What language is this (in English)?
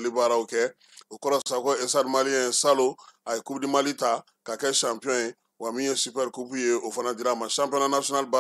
Bambara